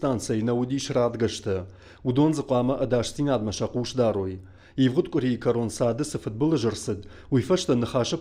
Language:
Ossetic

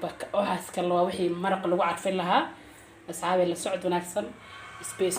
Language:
Somali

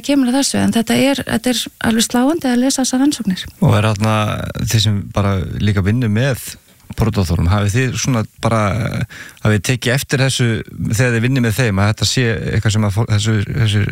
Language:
Icelandic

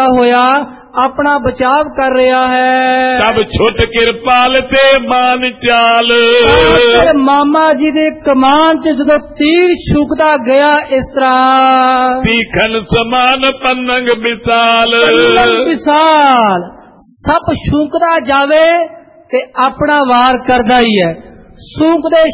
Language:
Punjabi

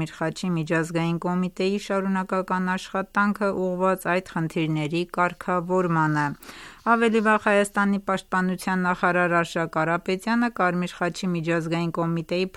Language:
Armenian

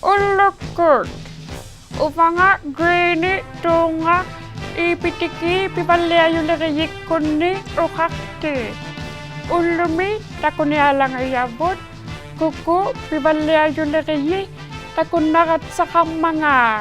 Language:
Inuktitut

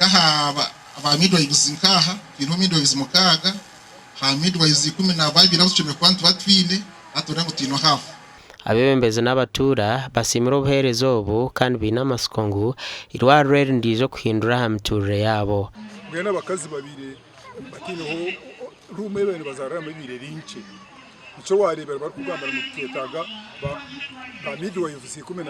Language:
Nyankole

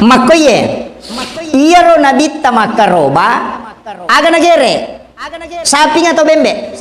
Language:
Buginese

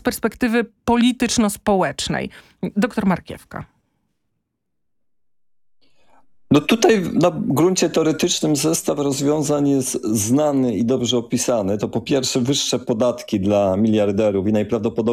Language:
Polish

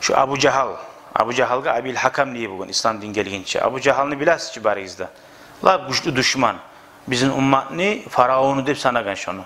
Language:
Kumyk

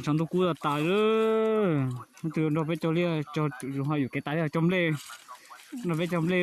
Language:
Hmong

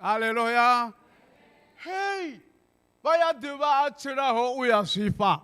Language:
Venda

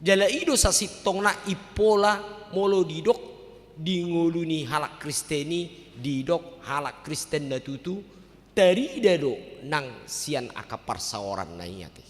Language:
Batak Toba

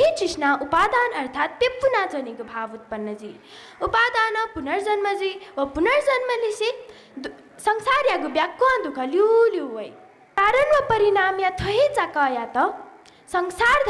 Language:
Newari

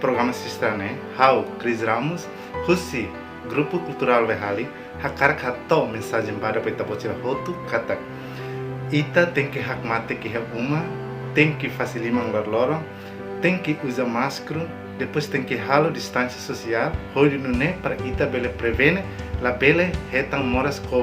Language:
Tetum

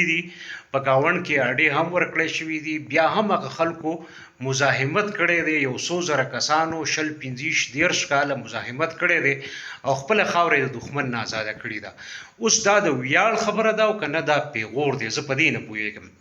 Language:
Pashto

